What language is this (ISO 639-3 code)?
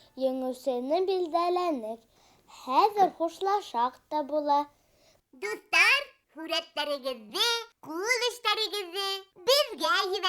bak